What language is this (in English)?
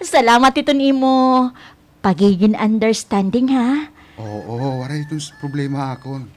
Waray